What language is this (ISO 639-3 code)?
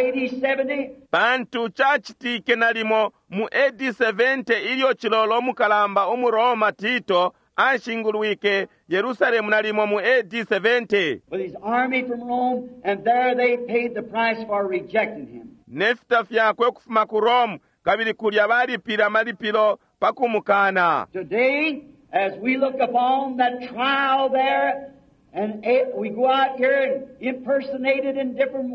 bem